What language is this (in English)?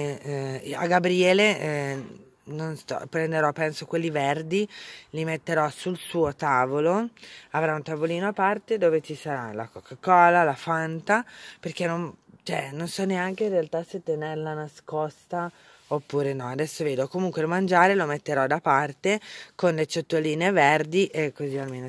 Italian